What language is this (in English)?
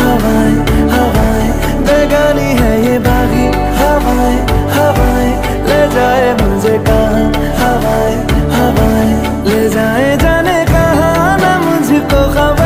Hindi